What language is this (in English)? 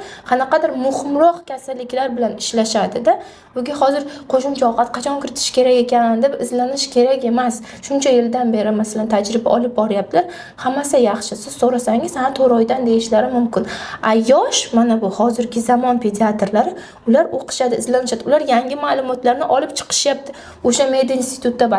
Uzbek